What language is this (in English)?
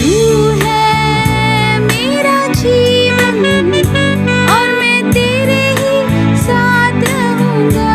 Konkani